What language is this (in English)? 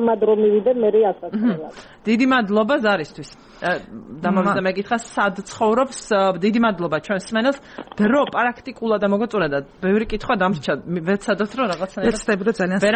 Georgian